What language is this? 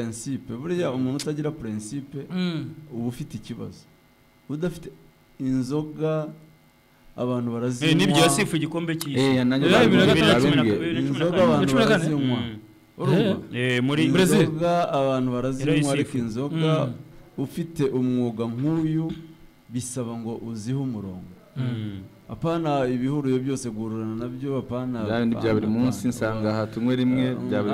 Kinyarwanda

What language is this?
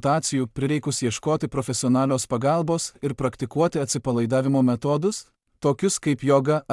Lithuanian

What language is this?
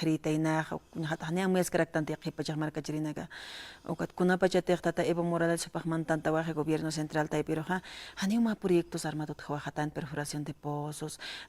Aymara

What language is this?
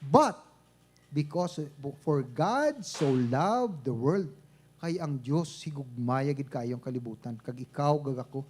Hiligaynon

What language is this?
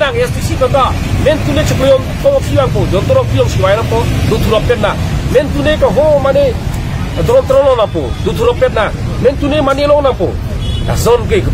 Karbi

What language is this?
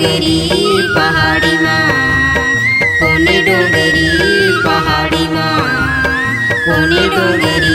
Chhattisgarhi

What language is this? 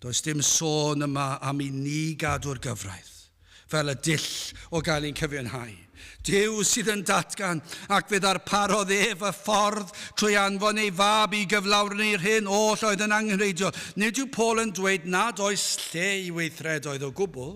Welsh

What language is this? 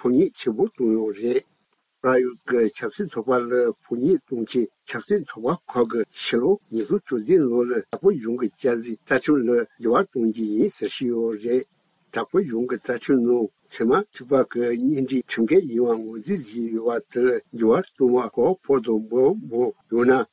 Tibetan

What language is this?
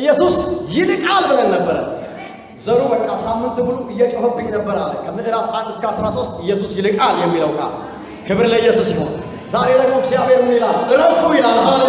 Amharic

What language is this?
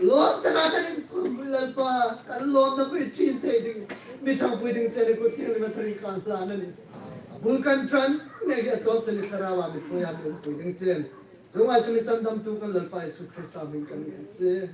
Hmar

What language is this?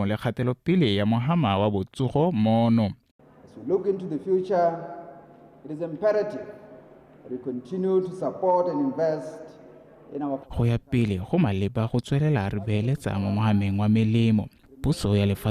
Tswana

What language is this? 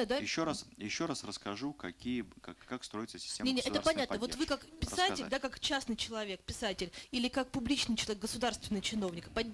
Russian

